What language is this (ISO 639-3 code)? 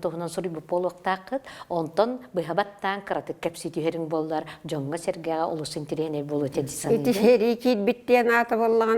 sah